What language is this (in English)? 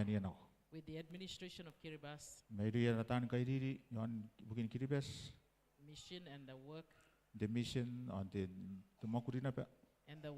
Gilbertese